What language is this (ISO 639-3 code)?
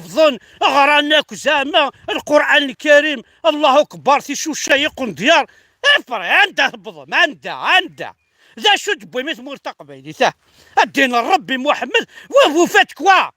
kab